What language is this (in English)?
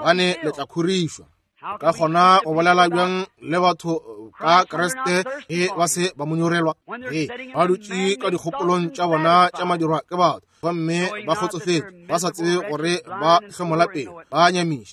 Northern Sotho